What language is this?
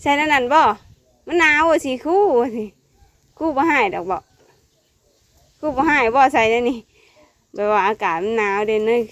Northeastern Thai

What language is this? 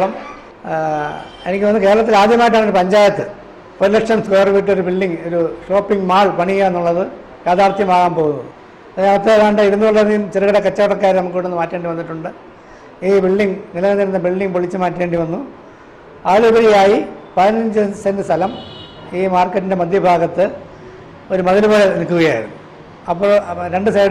Malayalam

